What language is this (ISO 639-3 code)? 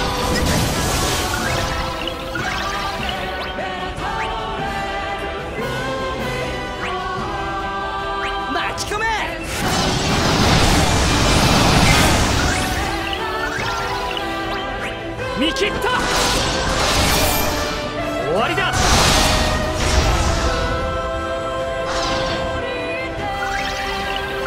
jpn